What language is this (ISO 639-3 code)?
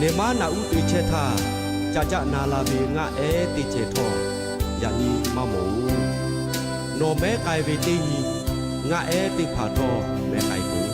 lhu